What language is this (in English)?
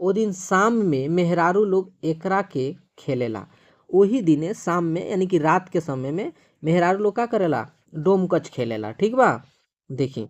Bhojpuri